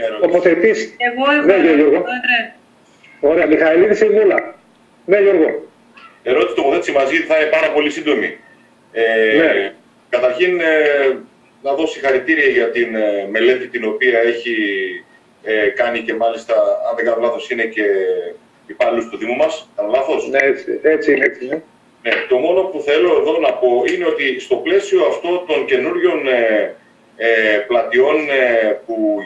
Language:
Greek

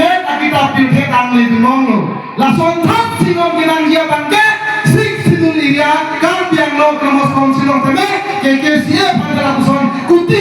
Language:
Karbi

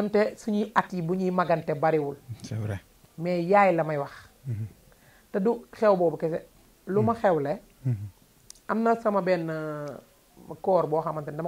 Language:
Wolof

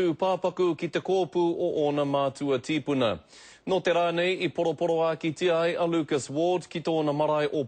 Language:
Māori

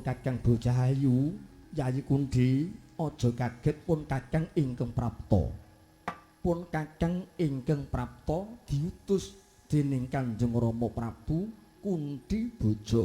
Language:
Javanese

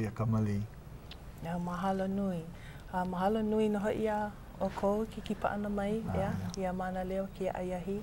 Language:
Hawaiian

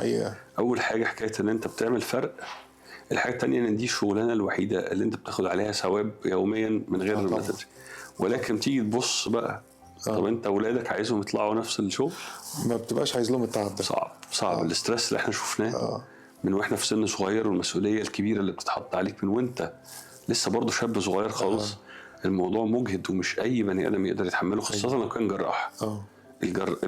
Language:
Egyptian Arabic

